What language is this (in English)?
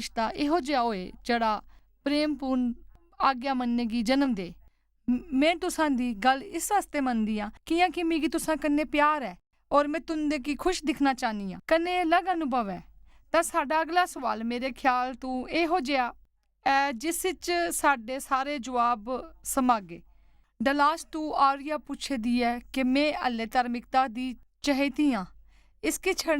Dogri